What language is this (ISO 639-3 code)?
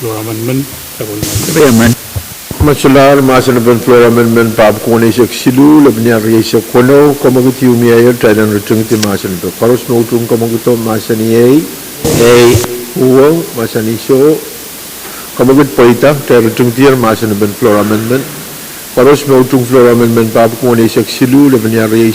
pon